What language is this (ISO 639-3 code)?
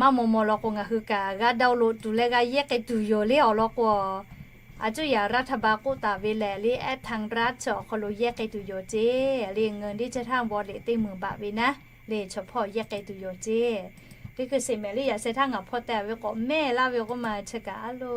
lhu